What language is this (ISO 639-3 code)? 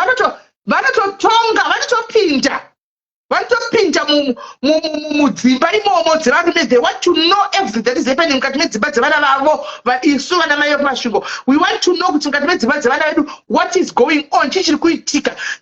sna